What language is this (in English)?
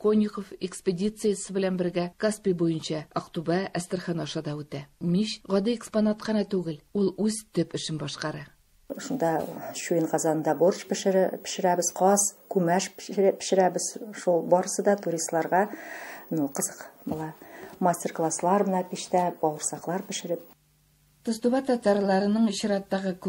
Tatar